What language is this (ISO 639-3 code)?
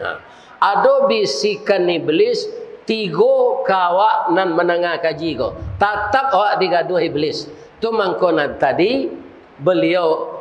min